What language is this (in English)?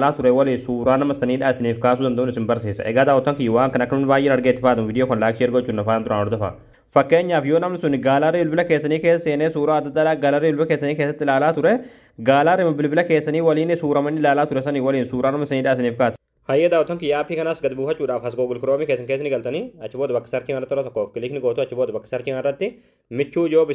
Oromo